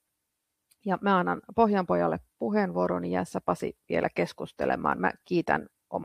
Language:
Finnish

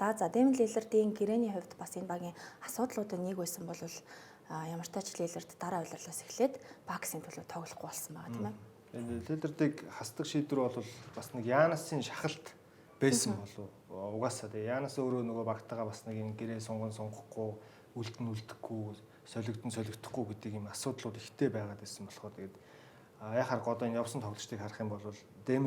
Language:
Mongolian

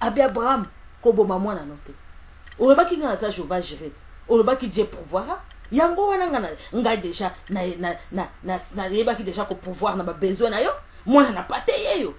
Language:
Lingala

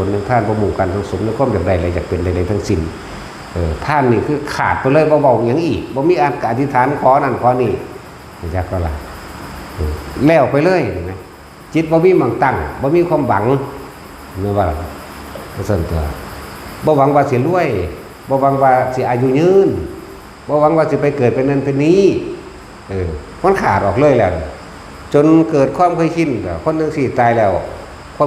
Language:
Northeastern Thai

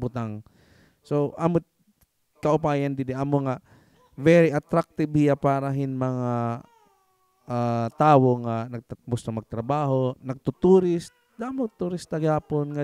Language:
Waray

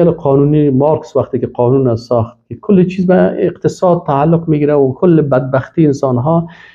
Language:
Persian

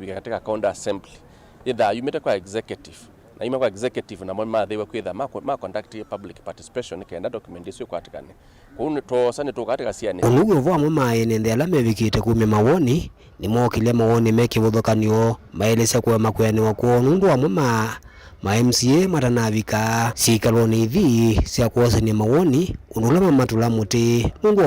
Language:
Kamba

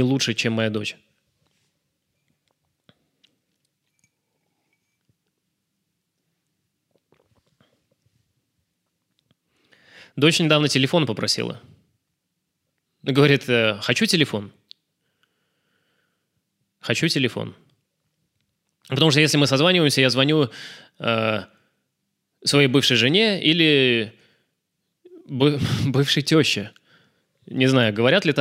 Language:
Russian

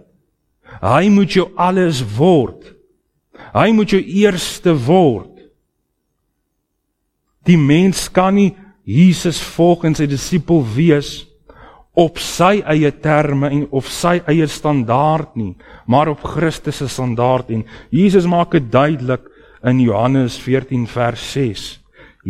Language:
Afrikaans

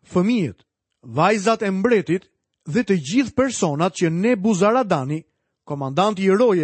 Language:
Albanian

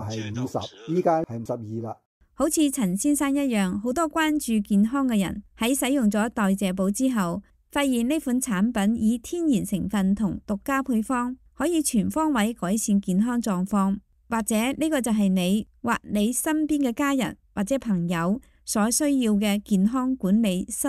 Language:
Cantonese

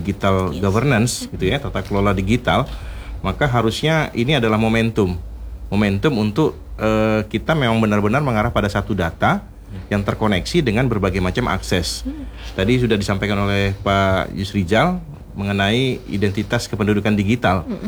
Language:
Indonesian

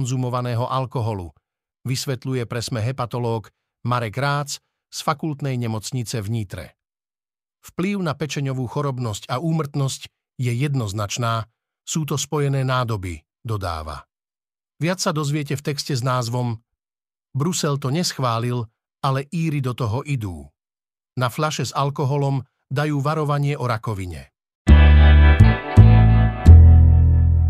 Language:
Slovak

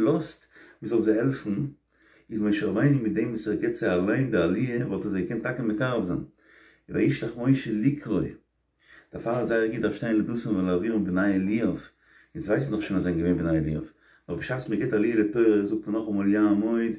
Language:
Yiddish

